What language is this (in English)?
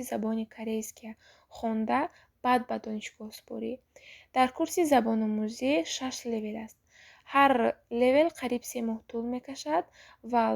Tajik